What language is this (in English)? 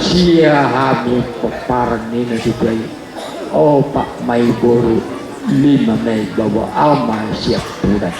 Batak Toba